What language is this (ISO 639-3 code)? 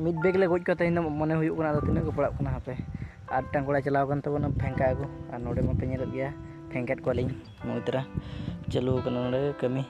sat